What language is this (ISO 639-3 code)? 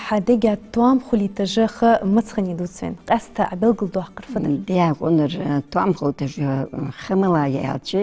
inh